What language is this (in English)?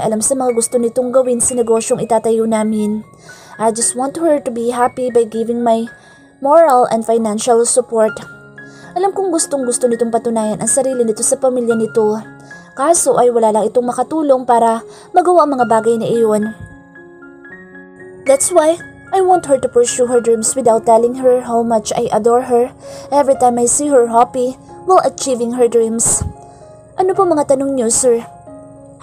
Filipino